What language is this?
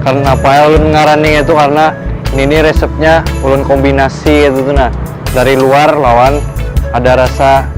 Banjar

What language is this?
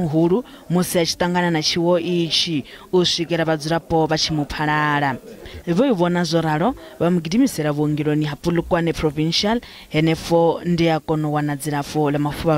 Venda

